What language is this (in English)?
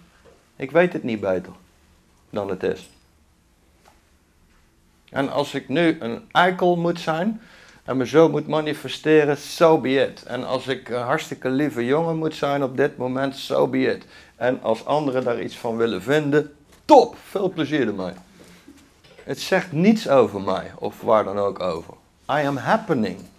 Dutch